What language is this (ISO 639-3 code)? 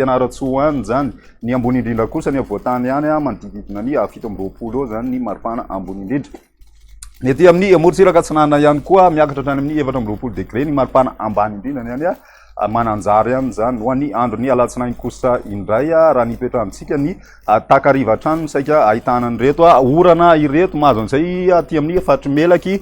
mlg